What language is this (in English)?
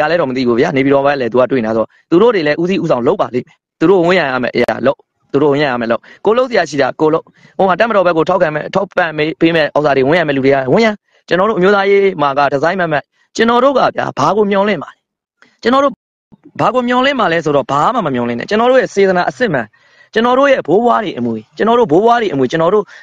Burmese